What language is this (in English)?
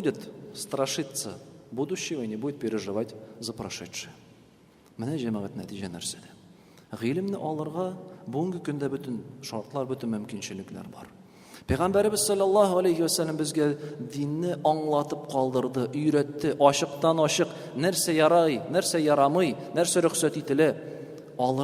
Tatar